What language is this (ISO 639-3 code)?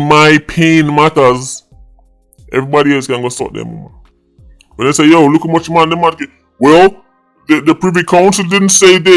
jam